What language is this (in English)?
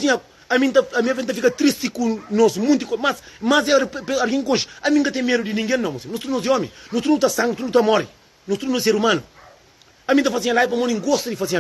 Kabuverdianu